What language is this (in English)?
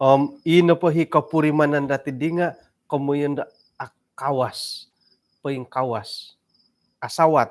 Central Dusun